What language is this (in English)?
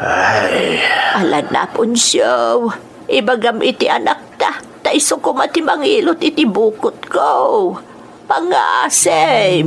Iloko